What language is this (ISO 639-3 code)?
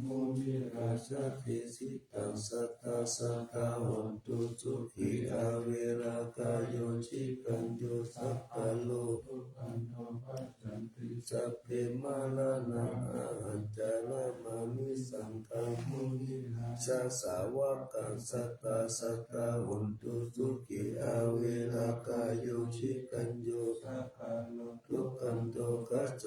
pli